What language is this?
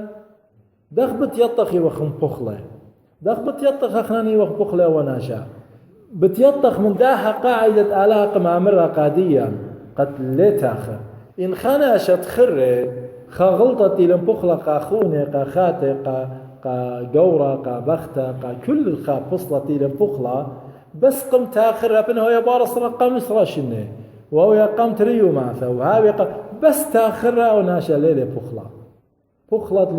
Assyrian Neo-Aramaic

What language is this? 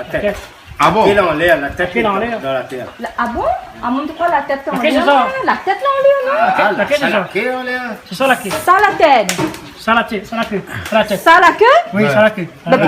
Réunion Creole French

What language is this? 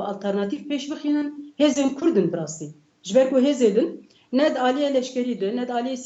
Kurdish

